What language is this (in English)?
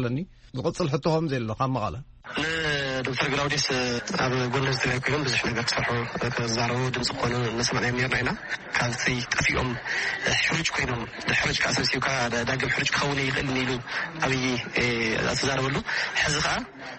Tigrinya